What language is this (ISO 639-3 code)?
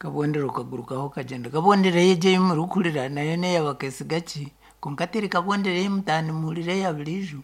nyn